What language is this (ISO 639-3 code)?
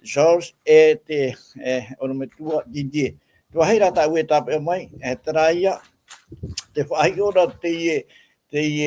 tah